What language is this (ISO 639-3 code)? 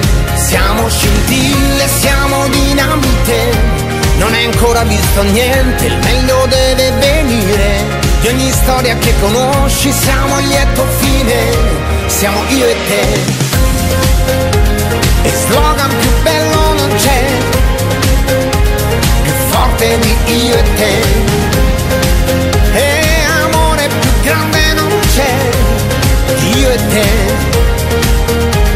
ita